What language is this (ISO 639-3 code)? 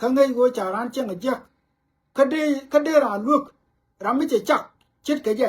nus